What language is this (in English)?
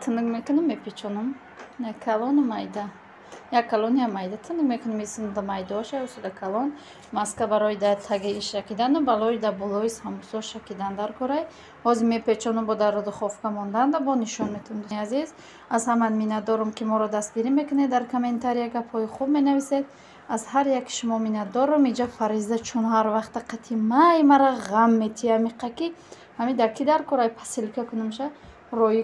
Tajik